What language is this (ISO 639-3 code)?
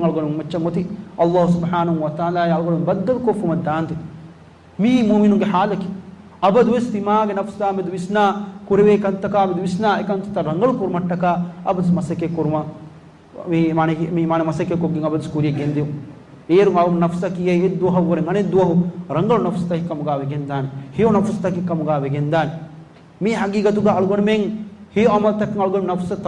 div